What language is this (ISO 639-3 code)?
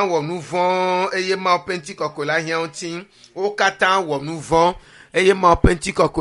ewe